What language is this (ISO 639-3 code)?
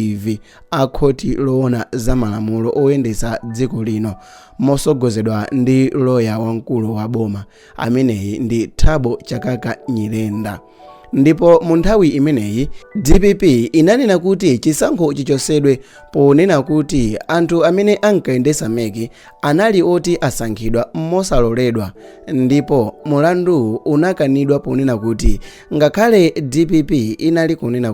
nya